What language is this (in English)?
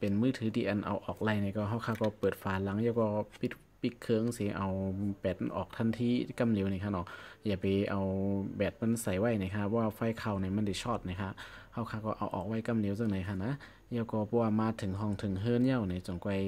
Shan